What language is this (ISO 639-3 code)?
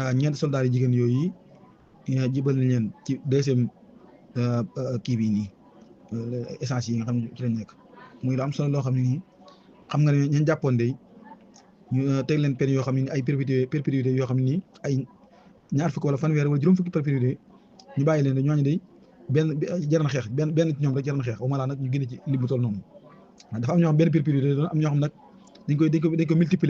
wol